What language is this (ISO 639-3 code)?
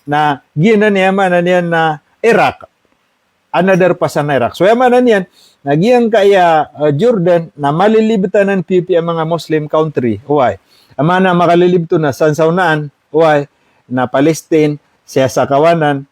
mrw